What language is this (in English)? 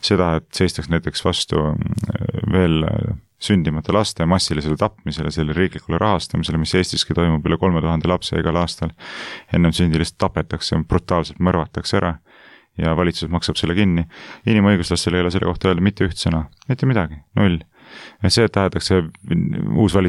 Estonian